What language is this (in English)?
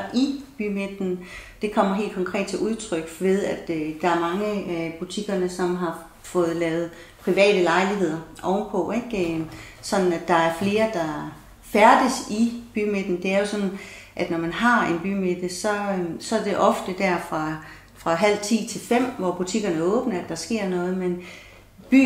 Danish